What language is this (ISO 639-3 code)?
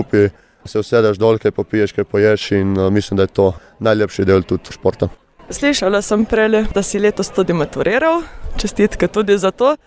slv